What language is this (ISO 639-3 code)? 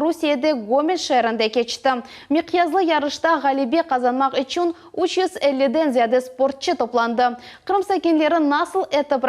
crh